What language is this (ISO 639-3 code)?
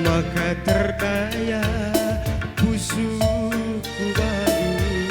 btx